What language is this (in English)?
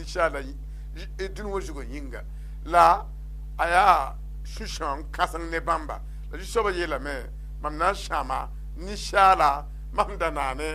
Mossi